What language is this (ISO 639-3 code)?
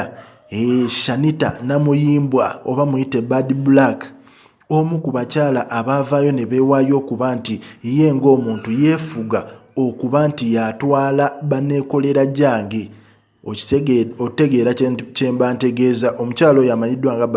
lug